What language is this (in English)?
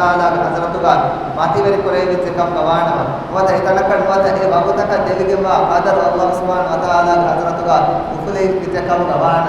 Divehi